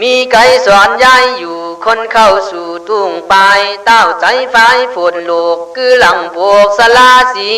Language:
Khün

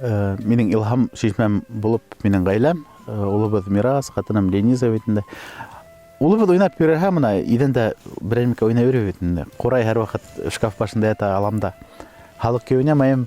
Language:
Bashkir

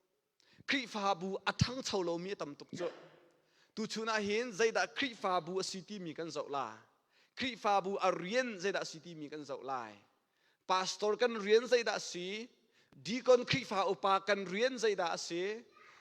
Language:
Hakha Chin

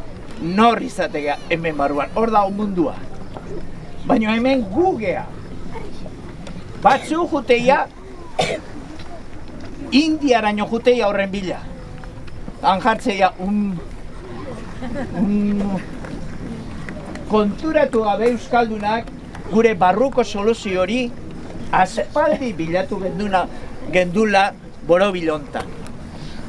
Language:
Basque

